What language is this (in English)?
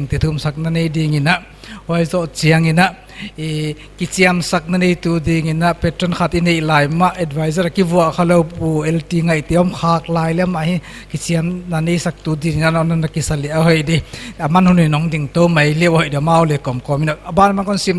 Paite Chin